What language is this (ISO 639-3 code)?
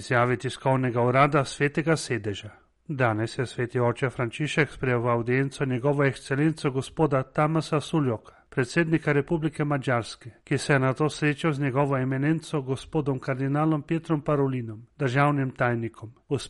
slv